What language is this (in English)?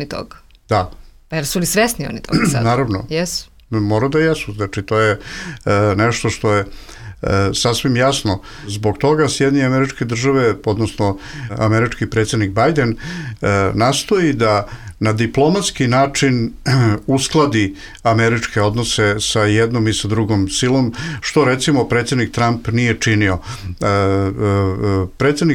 Bosnian